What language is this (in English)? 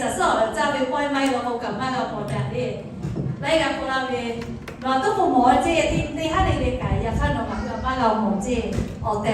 Lahu